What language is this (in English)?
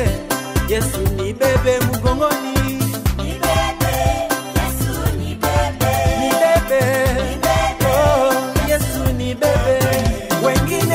Swahili